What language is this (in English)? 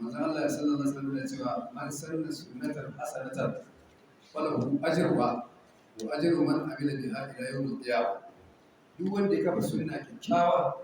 Hausa